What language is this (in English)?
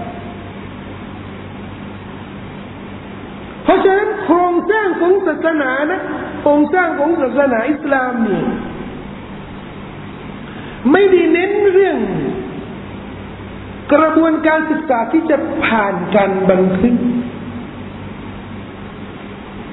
Thai